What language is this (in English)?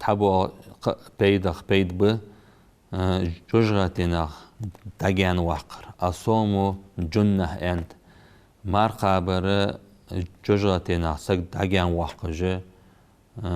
Ingush